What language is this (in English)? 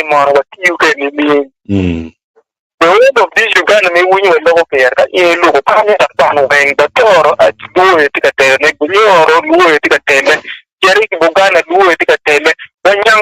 Acoli